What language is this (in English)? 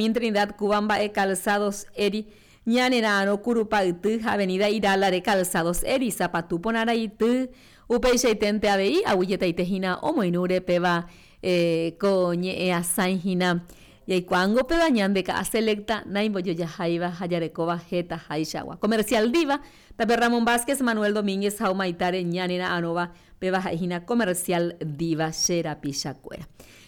Guarani